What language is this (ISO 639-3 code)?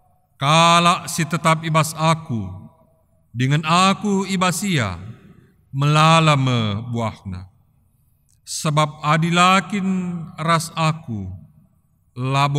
btx